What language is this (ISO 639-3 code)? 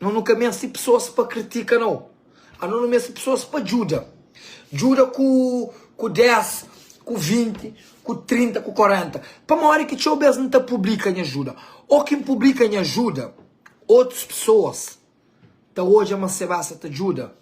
kea